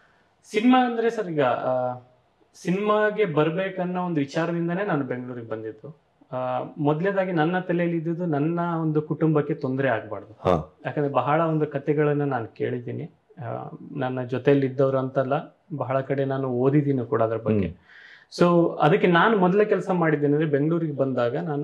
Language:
Kannada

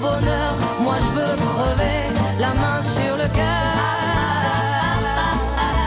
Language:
French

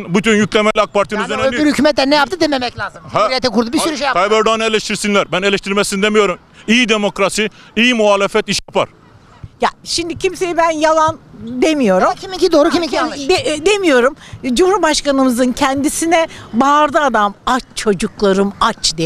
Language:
Turkish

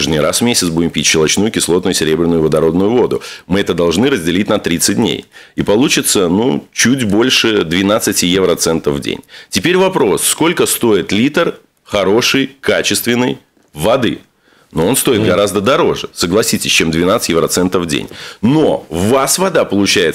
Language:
Russian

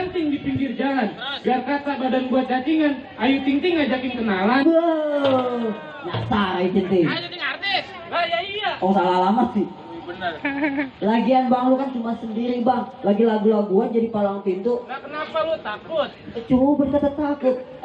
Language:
Betawi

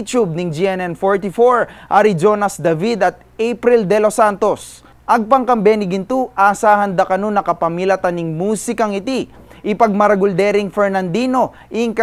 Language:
Pampanga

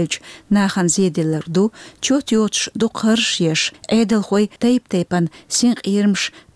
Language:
Chechen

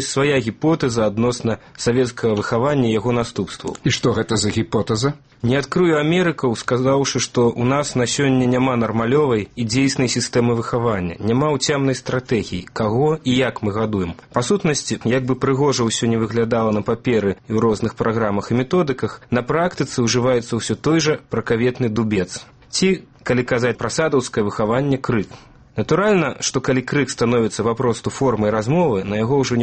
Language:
Belarusian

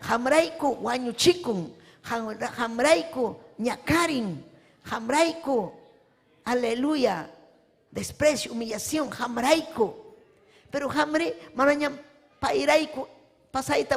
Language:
Ayacucho Quechua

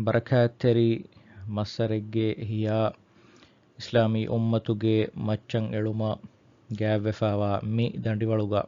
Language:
Divehi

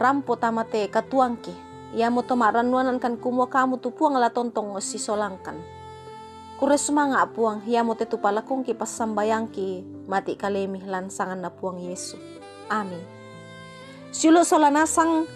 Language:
Toraja-Sa'dan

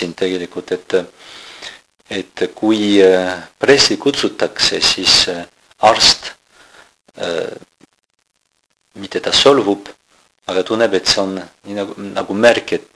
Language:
Estonian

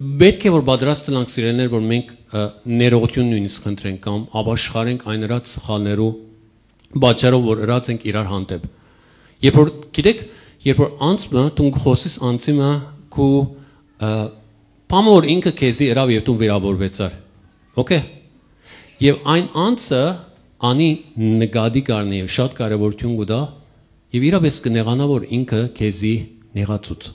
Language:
Western Armenian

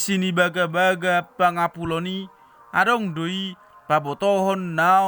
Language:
Batak Toba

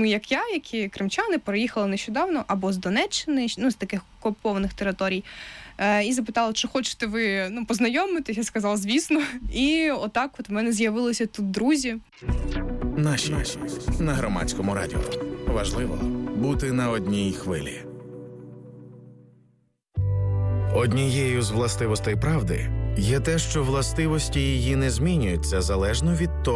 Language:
Ukrainian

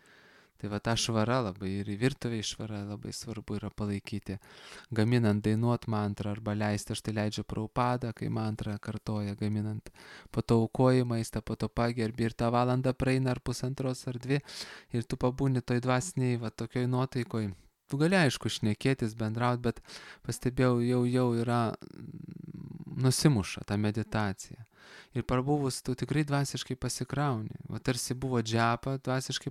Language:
Lithuanian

